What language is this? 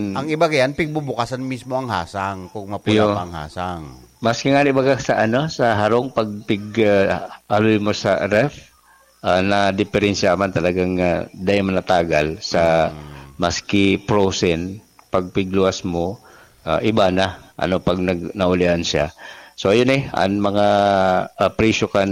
Bikol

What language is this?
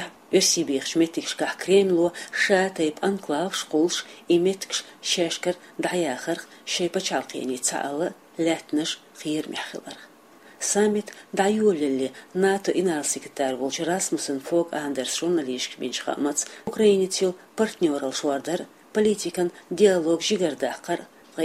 Chechen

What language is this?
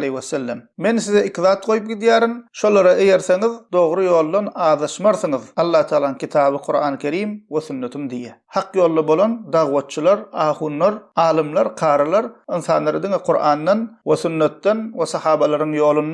Turkmen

